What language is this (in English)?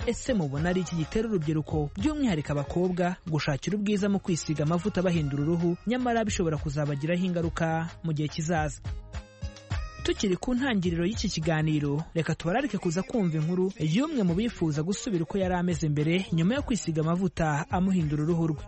Kinyarwanda